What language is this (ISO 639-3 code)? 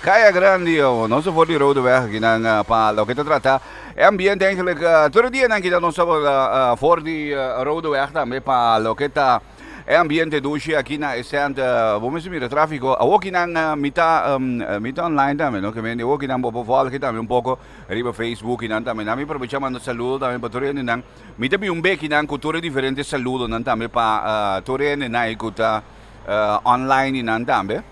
pap